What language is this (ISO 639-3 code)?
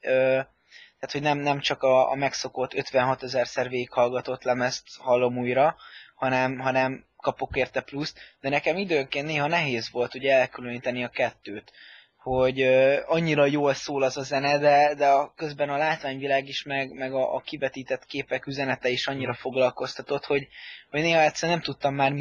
hun